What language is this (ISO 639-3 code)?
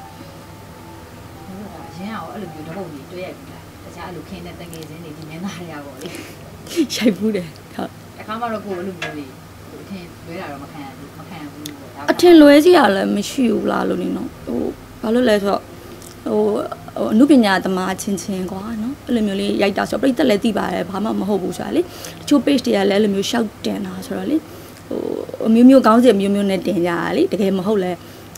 mya